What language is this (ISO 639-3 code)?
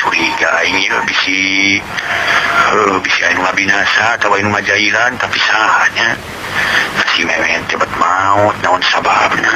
sun